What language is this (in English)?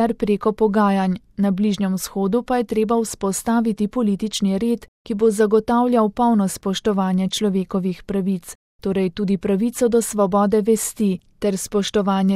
Slovenian